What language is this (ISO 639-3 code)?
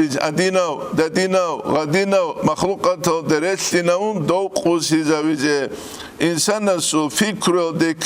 ava